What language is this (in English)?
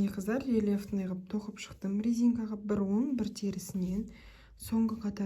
Kazakh